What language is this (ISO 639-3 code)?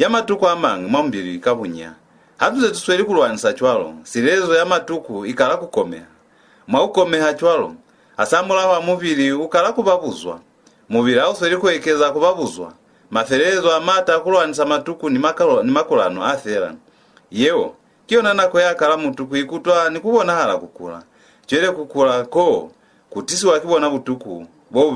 loz